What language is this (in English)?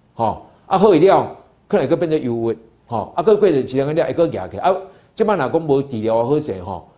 Min Nan Chinese